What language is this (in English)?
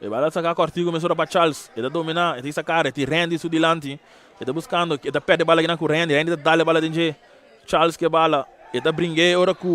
Papiamento